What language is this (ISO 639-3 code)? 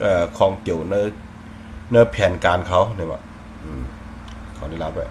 shn